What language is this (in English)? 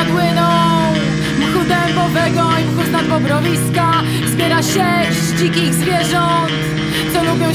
Polish